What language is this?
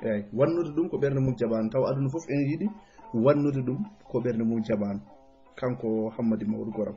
Fula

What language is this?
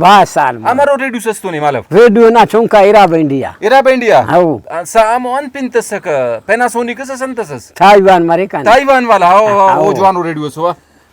Brahui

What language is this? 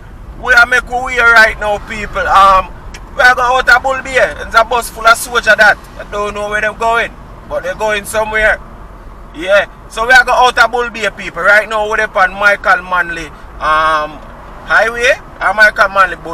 Jamaican Creole English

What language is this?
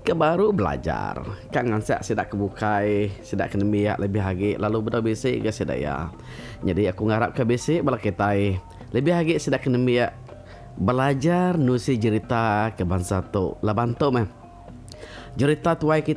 Iban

